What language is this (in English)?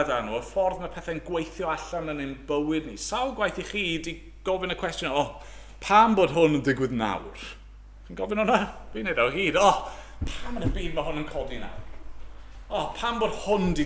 Welsh